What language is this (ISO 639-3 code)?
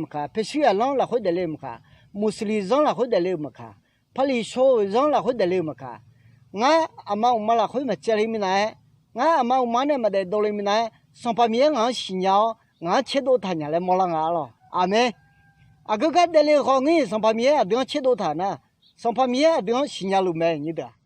ahk